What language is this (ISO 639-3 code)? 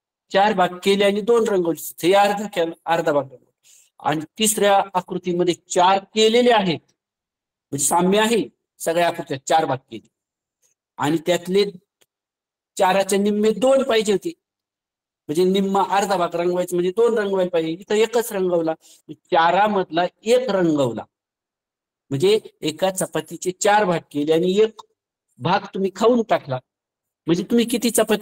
mar